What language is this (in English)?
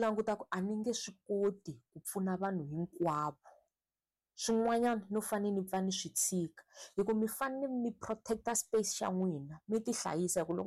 Tsonga